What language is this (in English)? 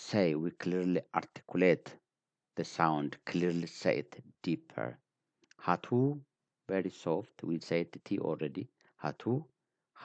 English